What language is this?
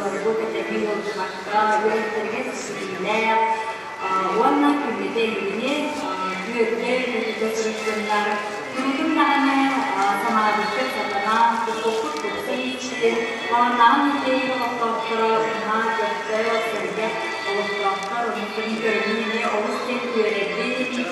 Yakut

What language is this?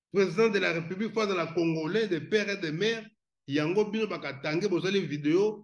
Lingala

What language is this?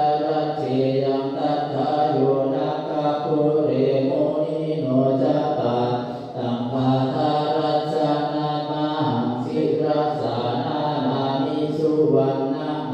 Pali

